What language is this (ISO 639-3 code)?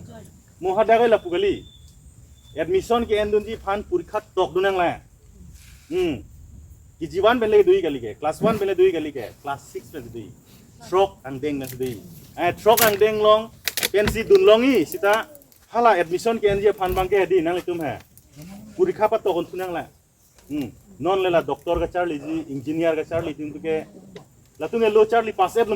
mjw